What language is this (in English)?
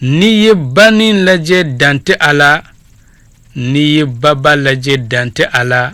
Bambara